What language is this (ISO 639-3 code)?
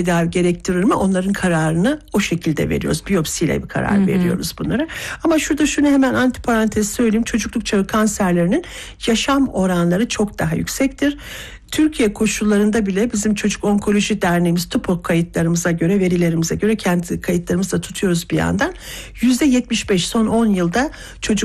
tur